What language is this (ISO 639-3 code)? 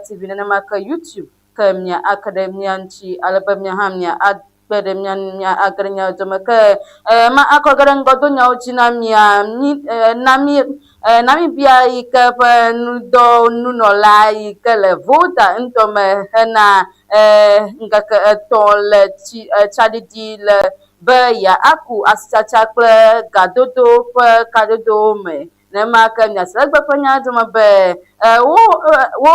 ewe